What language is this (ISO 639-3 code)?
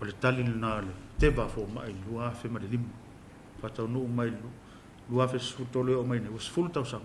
smo